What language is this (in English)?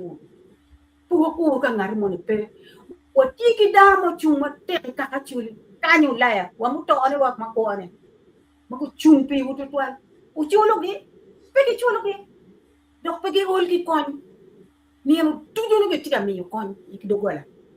Acoli